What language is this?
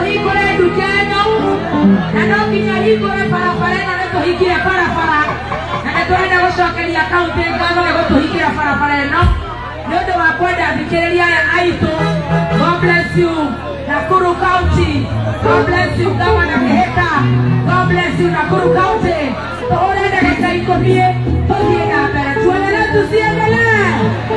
Kikuyu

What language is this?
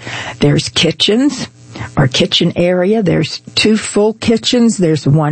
English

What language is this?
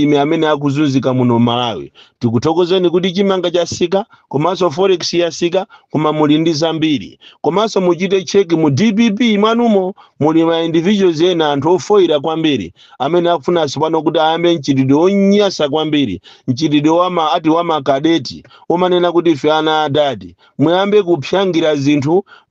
Nyanja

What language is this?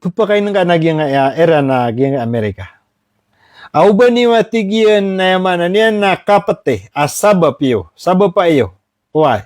Maranao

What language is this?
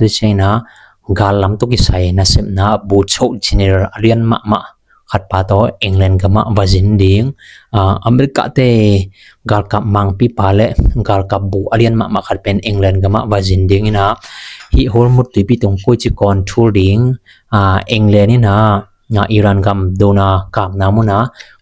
Tedim Chin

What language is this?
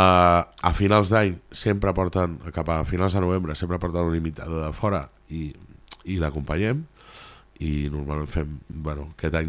Catalan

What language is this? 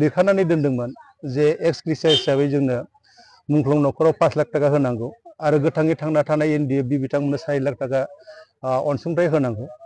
Bodo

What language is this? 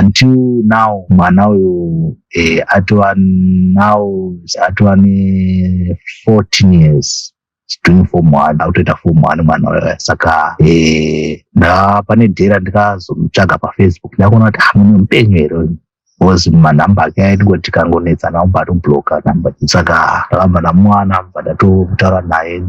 Shona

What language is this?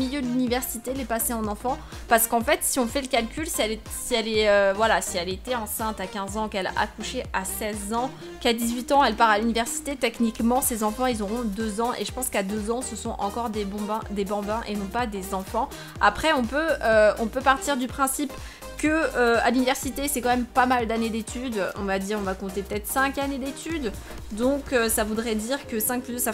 French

